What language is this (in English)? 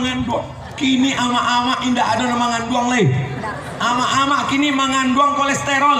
Minangkabau